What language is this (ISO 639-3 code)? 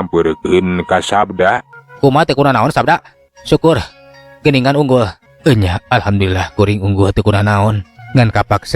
sun